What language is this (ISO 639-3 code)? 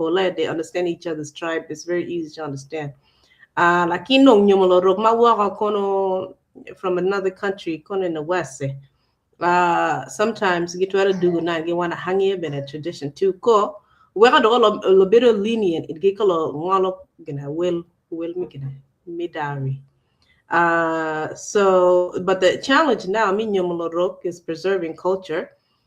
ach